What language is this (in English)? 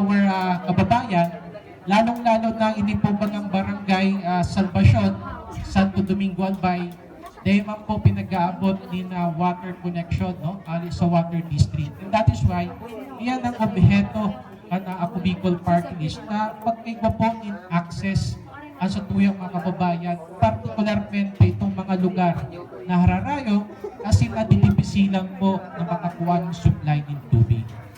Bikol